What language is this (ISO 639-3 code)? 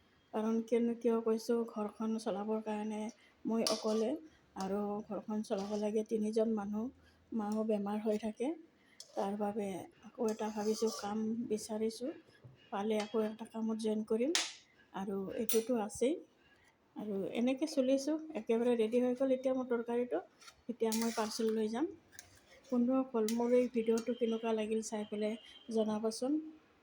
asm